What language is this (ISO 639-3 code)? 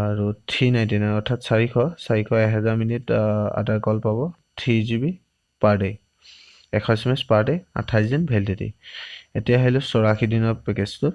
asm